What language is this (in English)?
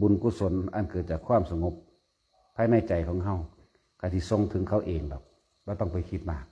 Northeastern Thai